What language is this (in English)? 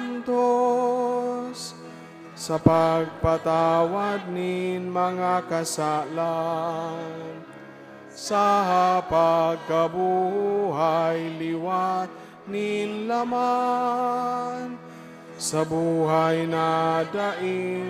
Bikol